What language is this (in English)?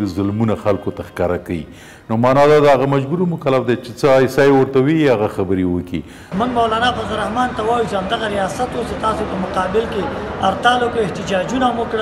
Pashto